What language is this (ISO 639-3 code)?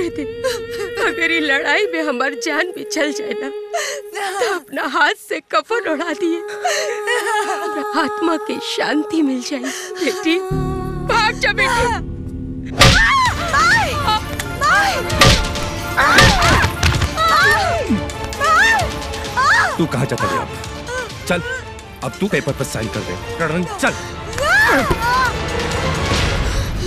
bho